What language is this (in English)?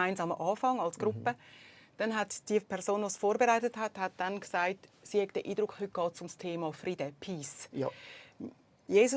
Swiss German